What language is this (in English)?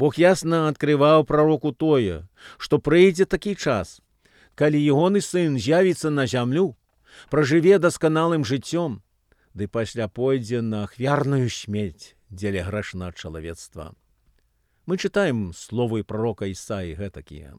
Belarusian